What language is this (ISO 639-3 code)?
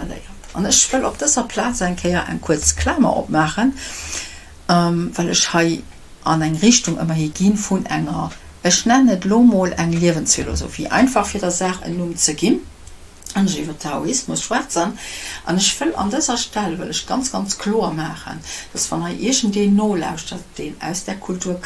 ltz